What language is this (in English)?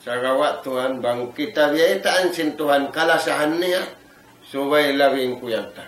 Tausug